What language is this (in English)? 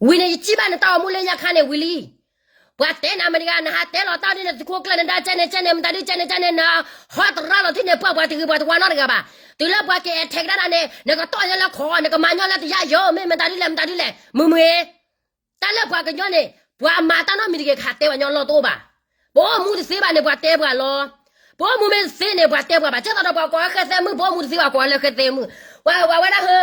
S'gaw Karen